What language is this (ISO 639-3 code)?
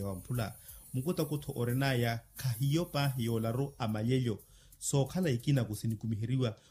vmw